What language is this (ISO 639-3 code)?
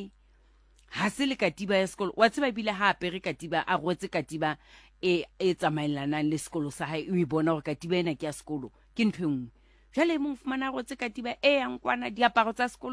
sot